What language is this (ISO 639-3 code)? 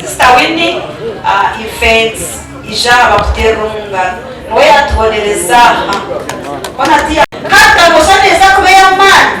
nyn